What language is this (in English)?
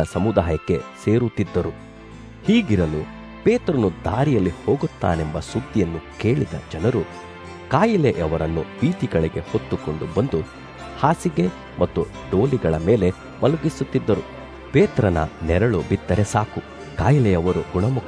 Kannada